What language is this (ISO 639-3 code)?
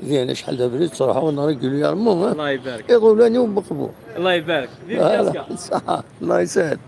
kab